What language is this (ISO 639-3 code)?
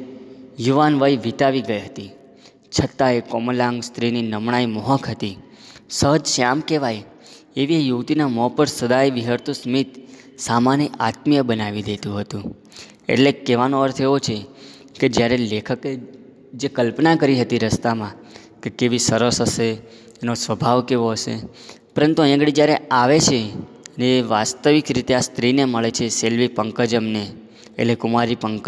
guj